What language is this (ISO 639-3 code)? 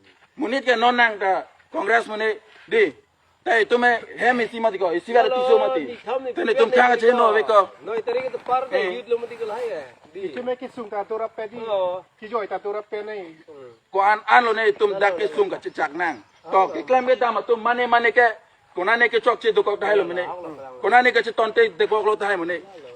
mjw